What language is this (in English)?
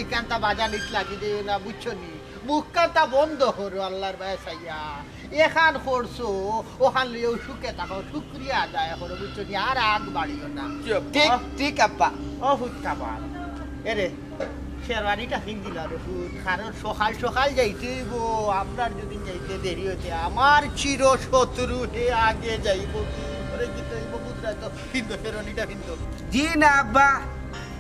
Sylheti